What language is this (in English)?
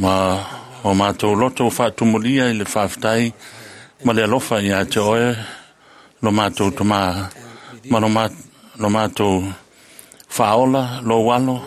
Samoan